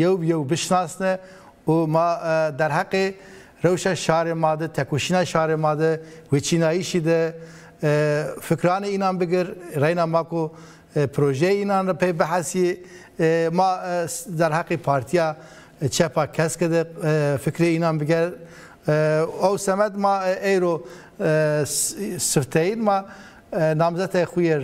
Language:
Zaza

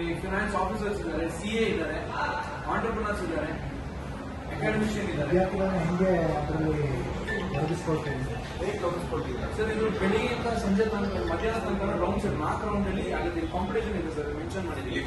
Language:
Kannada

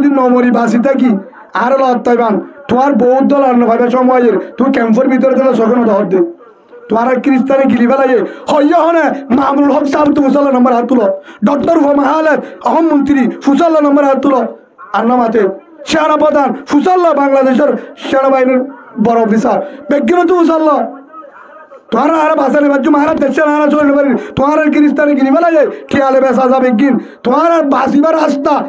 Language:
Rohingya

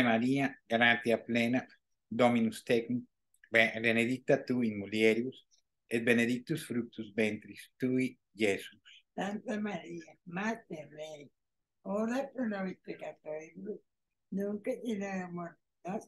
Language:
Latin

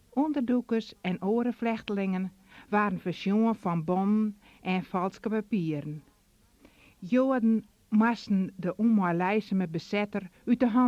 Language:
Western Frisian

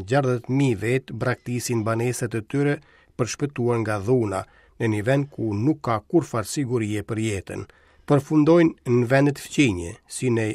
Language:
Albanian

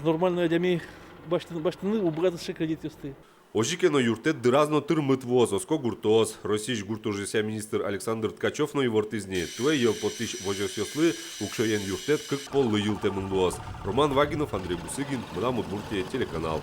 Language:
Udmurt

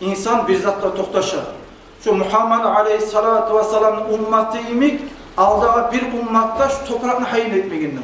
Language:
Kumyk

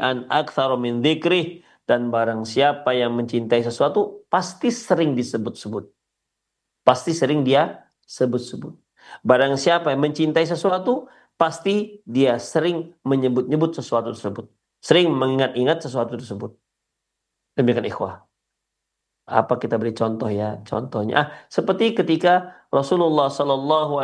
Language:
Indonesian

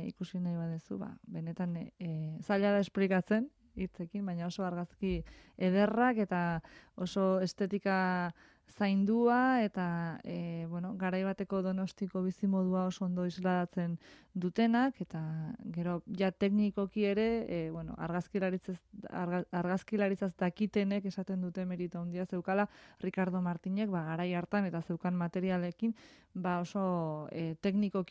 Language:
Basque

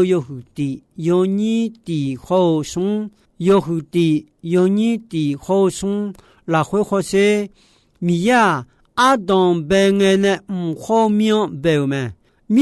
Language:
Akha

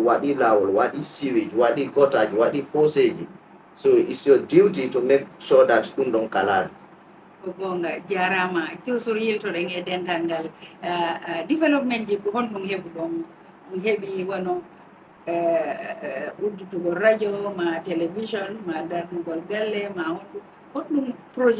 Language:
Fula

